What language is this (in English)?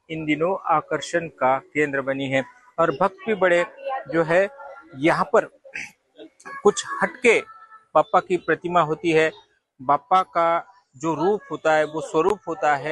Hindi